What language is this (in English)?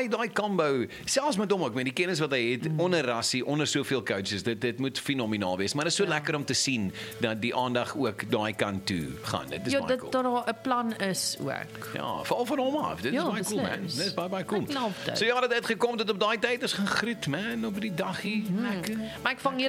Afrikaans